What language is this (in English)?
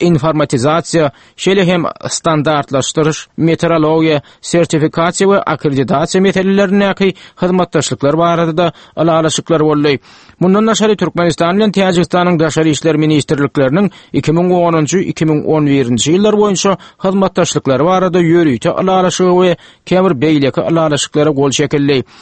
Turkmen